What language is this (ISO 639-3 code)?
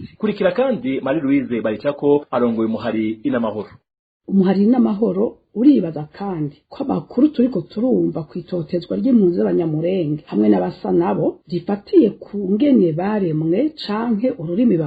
run